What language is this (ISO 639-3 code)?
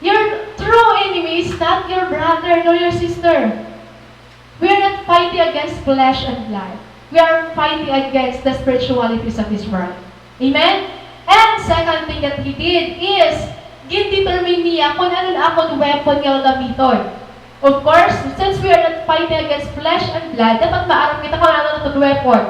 war